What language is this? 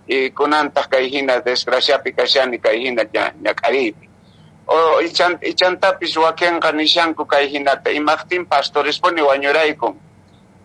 Quechua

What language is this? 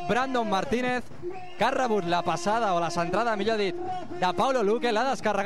Catalan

